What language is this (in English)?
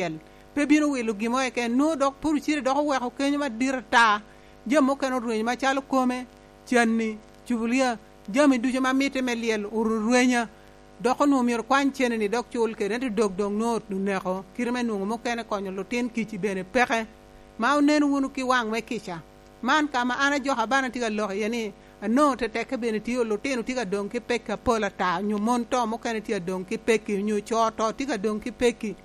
Lango (Uganda)